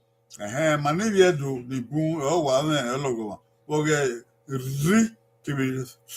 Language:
Bini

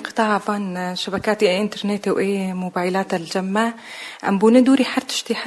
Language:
Kurdish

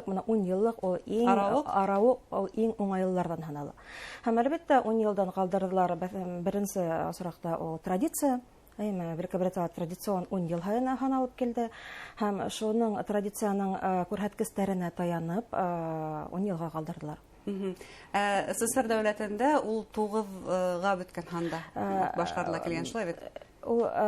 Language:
Bashkir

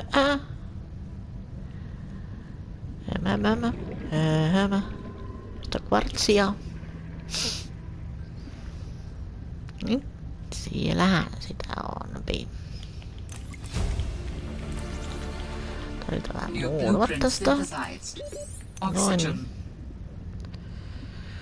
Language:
Finnish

